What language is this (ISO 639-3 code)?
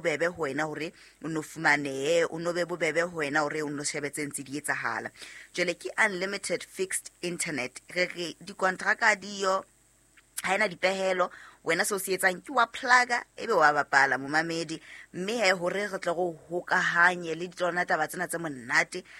sot